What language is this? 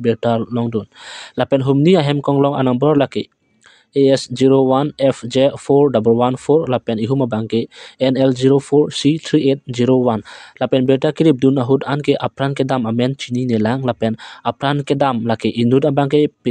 Karbi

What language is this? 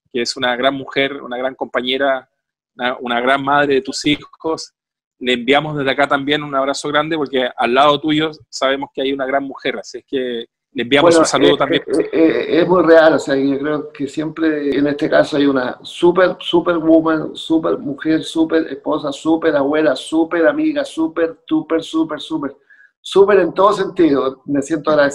Spanish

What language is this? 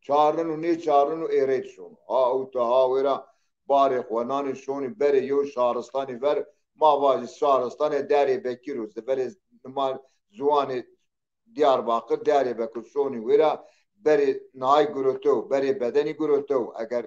Zaza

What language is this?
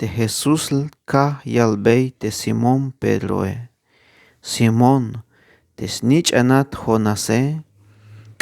Tzeltal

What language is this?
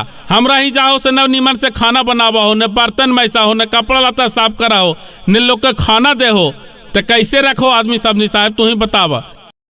Magahi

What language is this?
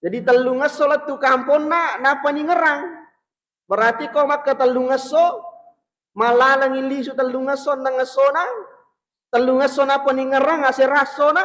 Buginese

